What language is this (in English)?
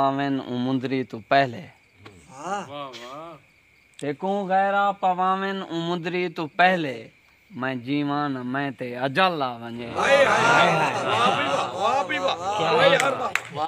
Saraiki